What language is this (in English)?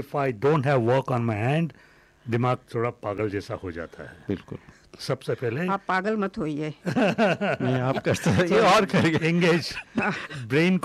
Hindi